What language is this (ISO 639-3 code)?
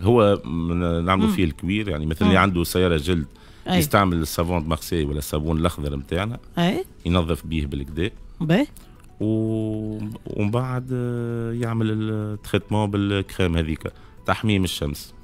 aeb